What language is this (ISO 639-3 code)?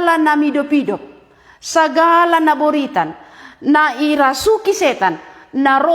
bts